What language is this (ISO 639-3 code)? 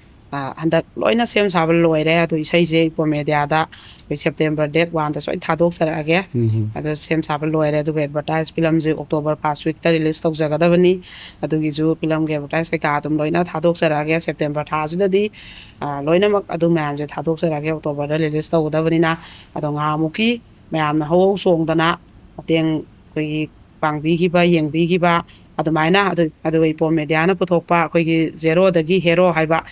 mni